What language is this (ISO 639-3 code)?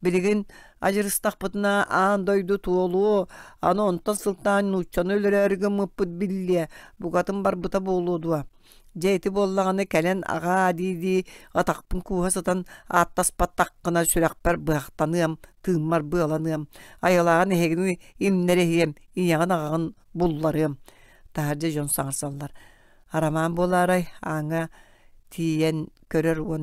sah